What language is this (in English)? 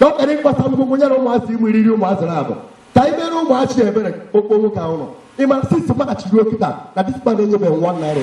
Igbo